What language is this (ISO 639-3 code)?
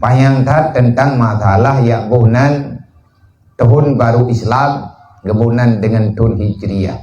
ace